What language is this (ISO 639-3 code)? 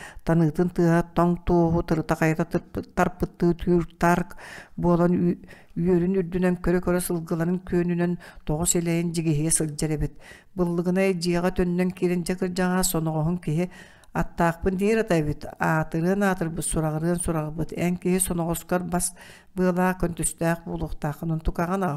sah